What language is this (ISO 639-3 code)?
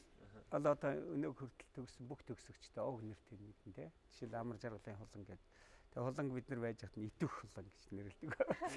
mon